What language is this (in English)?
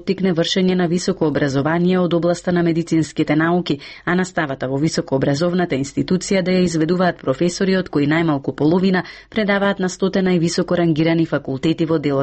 Macedonian